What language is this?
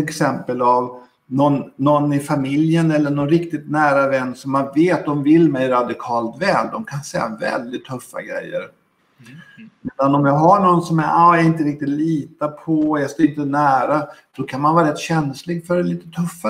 Swedish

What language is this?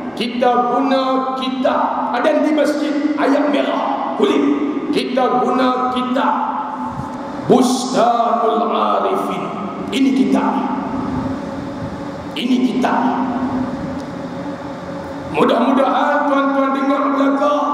Malay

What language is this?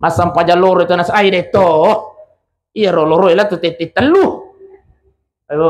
Buginese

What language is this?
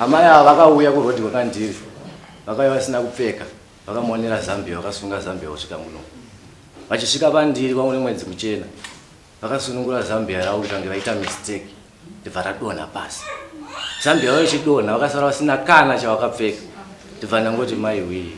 Shona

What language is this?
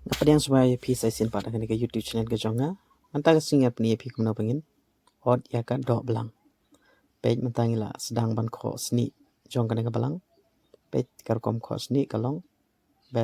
Khasi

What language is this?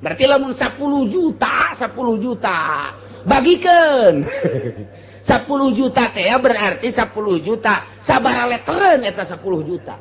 Sundanese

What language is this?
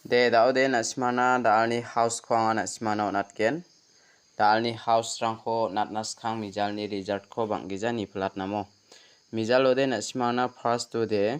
Garo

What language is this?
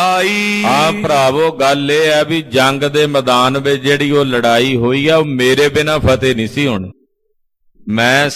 Punjabi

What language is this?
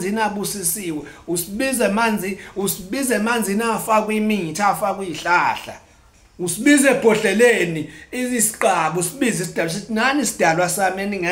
Zulu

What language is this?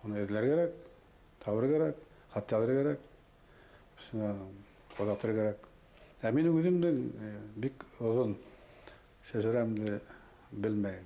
Bashkir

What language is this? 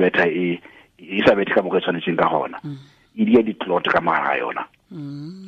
Tswana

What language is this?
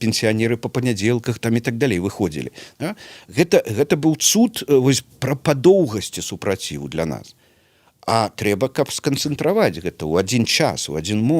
Belarusian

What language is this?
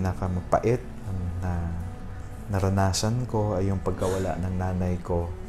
Filipino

